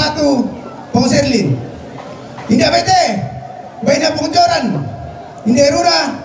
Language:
Toraja-Sa'dan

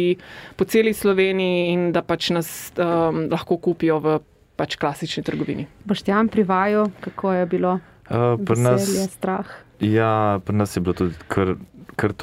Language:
Slovenian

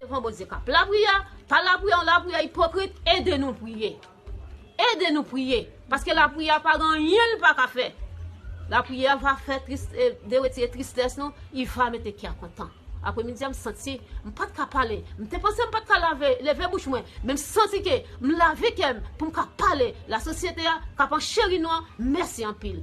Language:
Haitian Creole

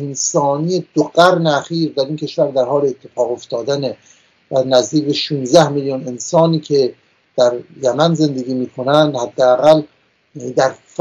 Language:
Persian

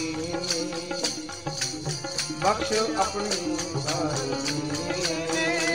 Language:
Punjabi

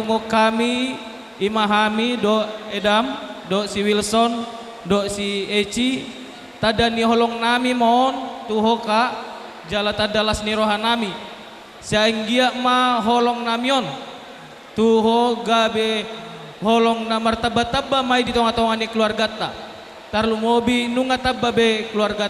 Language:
Batak Toba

